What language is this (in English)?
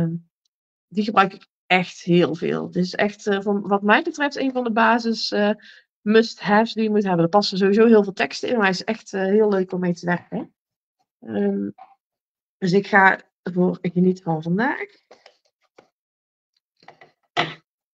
Dutch